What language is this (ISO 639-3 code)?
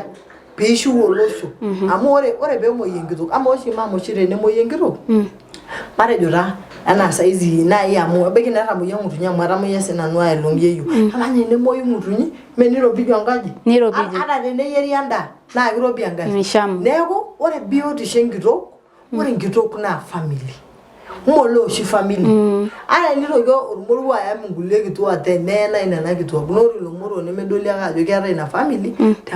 mas